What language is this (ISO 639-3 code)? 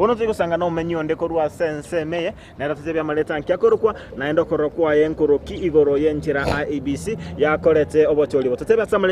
guz